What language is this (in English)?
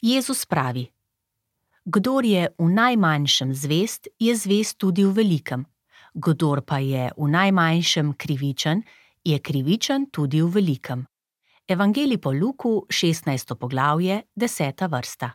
Slovenian